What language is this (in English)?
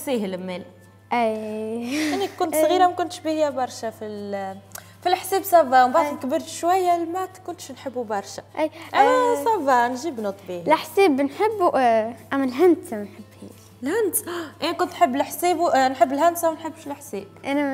Tunisian Arabic